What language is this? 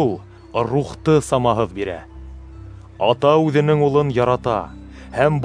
Bashkir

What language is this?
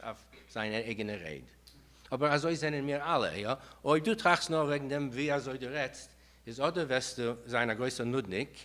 Yiddish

